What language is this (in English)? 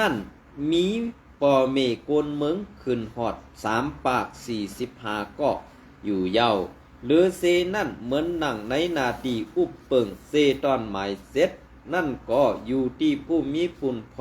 Shan